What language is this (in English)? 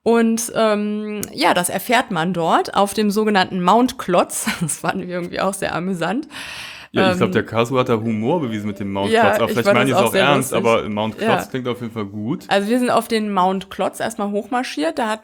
German